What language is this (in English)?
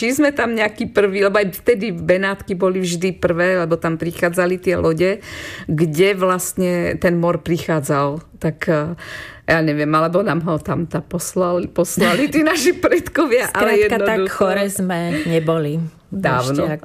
Slovak